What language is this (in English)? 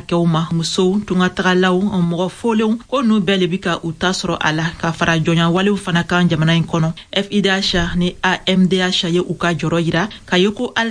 Bambara